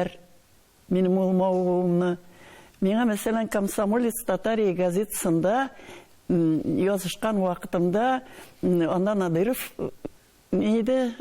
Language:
Tatar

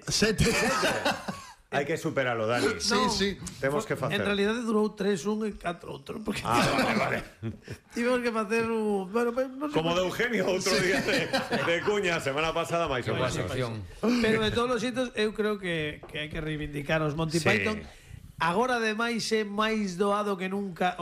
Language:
Galician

